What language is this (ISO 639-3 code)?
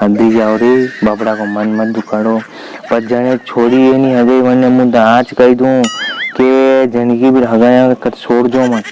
raj